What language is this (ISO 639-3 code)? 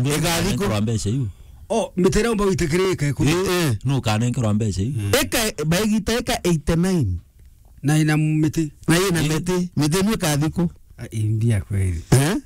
mer